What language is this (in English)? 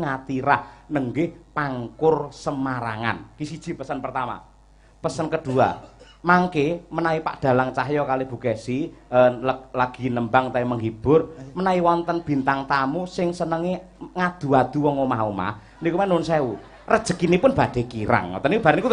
Javanese